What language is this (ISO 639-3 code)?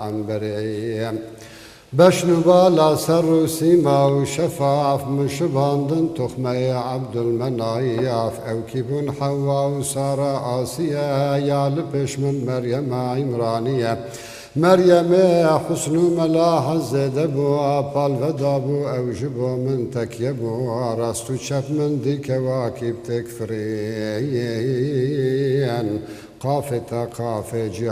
kur